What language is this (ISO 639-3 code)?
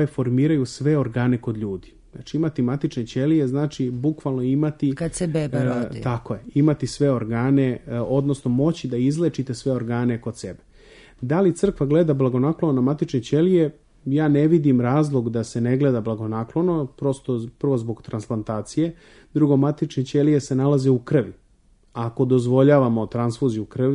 srp